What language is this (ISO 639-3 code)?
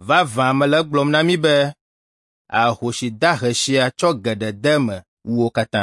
ewe